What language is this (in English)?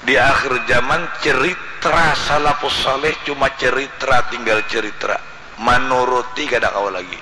Banjar